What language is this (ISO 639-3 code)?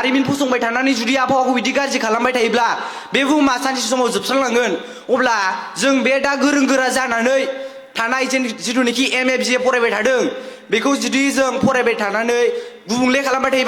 brx